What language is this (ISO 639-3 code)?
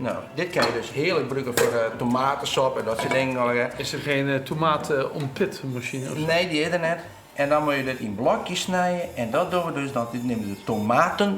fry